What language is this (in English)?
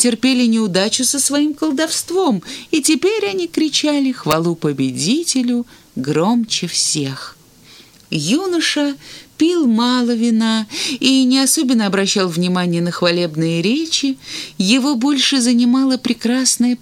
Russian